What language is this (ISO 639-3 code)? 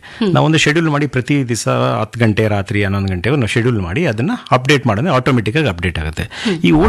kan